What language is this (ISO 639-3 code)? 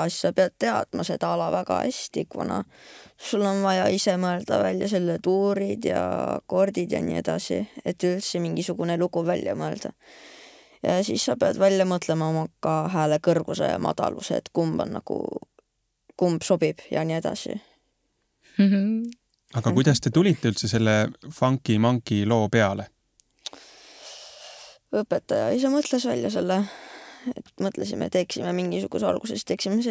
est